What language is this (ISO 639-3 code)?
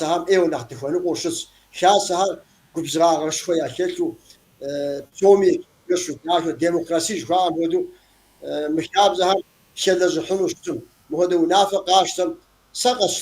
kbd